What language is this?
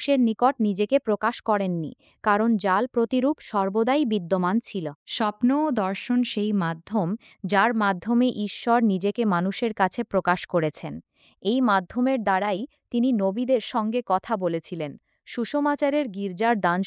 Bangla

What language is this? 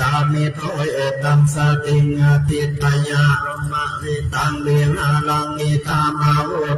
Pali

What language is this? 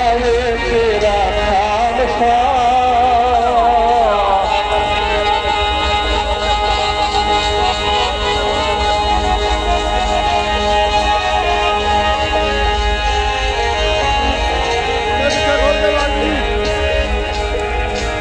Punjabi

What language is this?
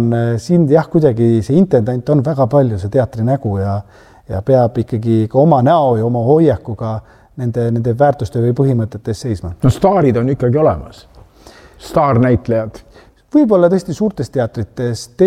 Estonian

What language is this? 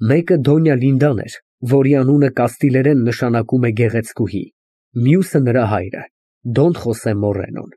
Armenian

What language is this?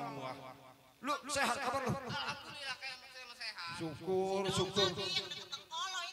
Betawi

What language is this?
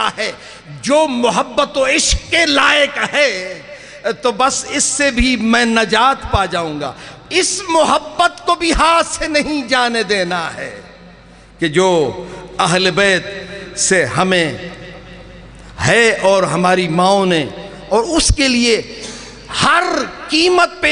Urdu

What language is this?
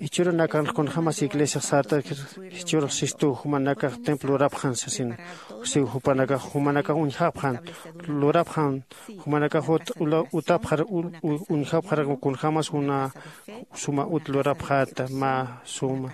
Aymara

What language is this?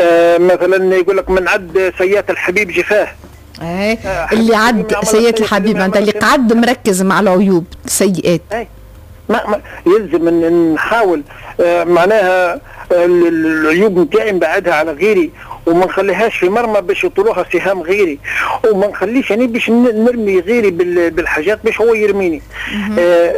Tunisian Arabic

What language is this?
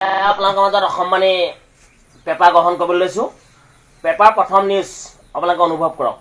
Assamese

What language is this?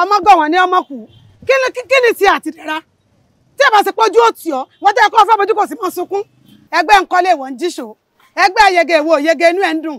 Yoruba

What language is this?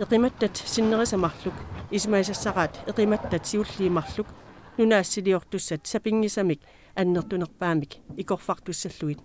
Kalaallisut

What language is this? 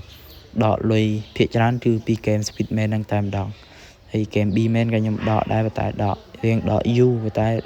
Khmer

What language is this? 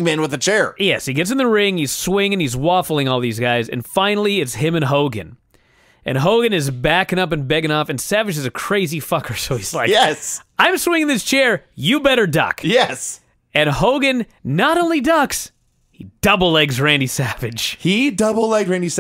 English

